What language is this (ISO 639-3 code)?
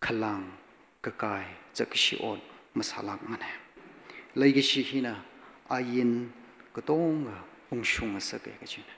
nmf